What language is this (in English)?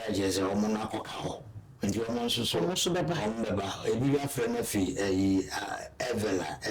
Akan